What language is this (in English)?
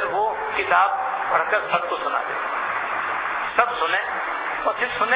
Urdu